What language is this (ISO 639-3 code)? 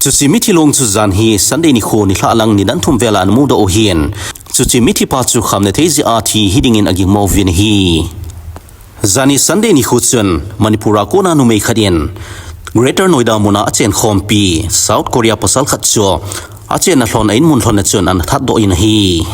tcz